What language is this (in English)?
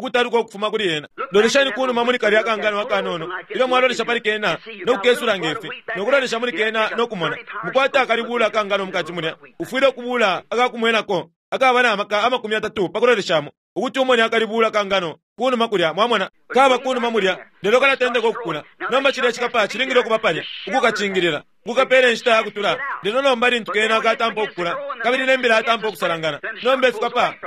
Bemba